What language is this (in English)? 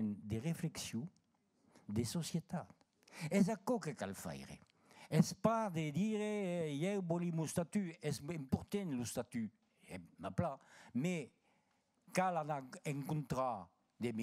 Occitan